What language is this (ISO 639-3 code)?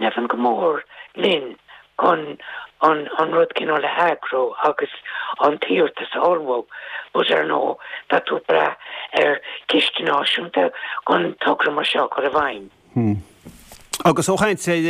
gle